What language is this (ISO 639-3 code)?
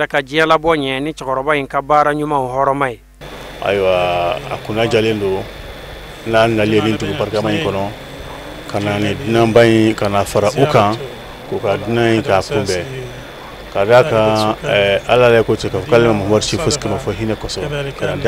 bam